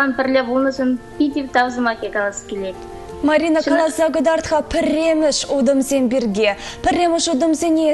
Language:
Chuvash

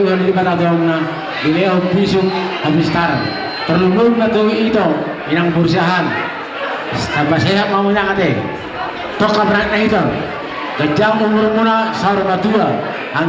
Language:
Batak Toba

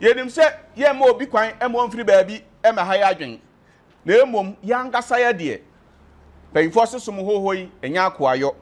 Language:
Akan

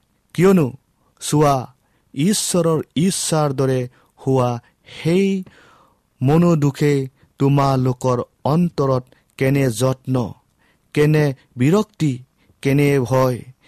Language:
Assamese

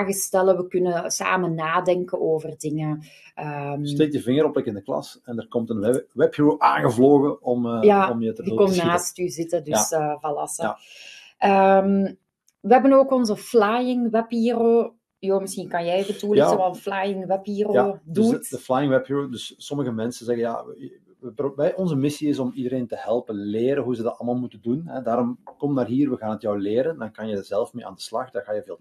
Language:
Dutch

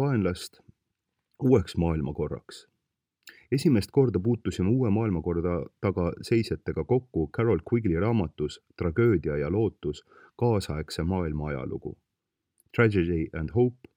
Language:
Estonian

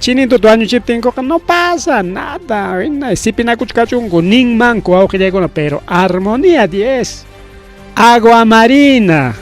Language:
Ayacucho Quechua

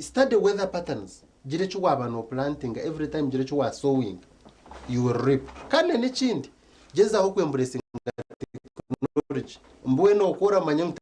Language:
Nyankole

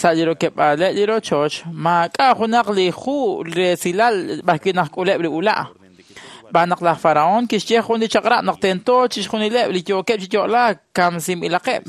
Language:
Kekchí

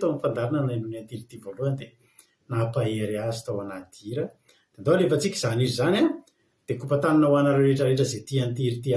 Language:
Malagasy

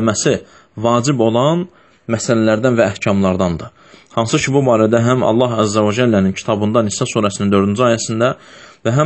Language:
Azerbaijani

